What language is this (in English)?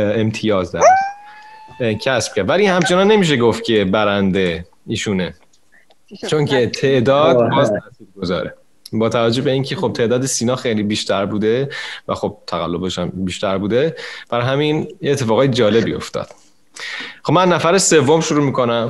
Persian